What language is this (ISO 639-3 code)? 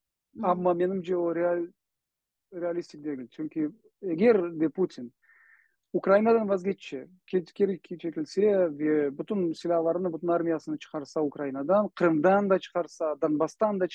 crh